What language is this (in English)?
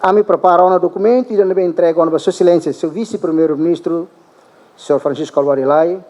Tetum